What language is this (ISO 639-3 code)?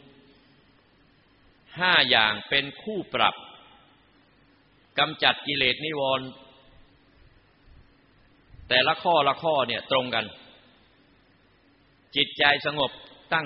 tha